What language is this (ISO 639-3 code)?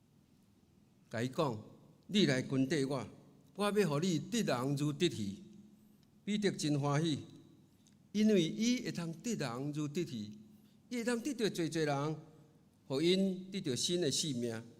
nan